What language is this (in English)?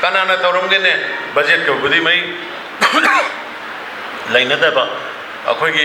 Manipuri